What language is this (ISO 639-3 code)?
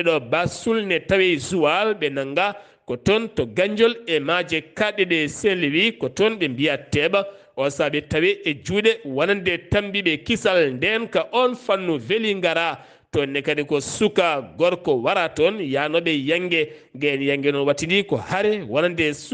ful